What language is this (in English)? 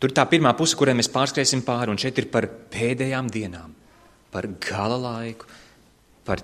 Latvian